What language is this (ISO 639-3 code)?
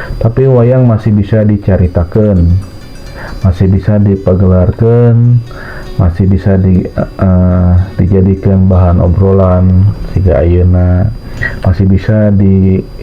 sun